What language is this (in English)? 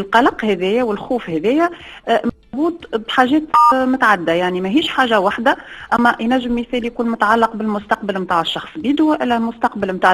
Tunisian Arabic